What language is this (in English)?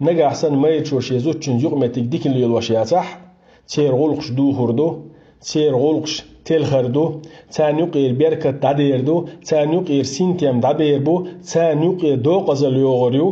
Chechen